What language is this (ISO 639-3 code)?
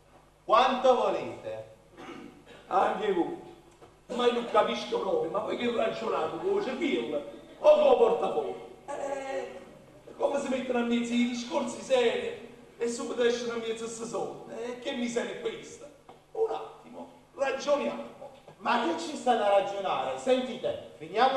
nap